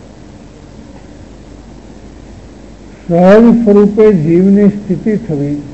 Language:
Gujarati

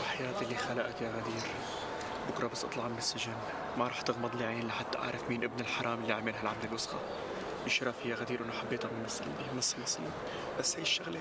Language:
North Levantine Arabic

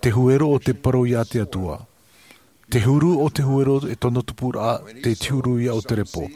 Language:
Tahitian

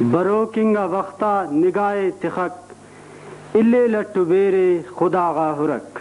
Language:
Brahui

